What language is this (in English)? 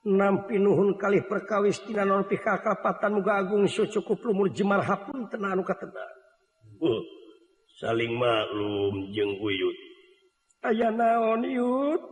Sundanese